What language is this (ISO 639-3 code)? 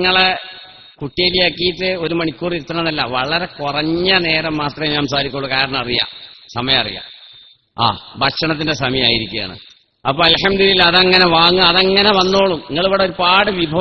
mal